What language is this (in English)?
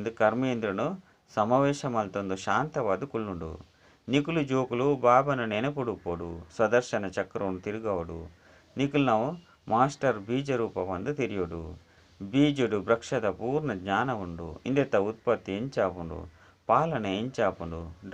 Tulu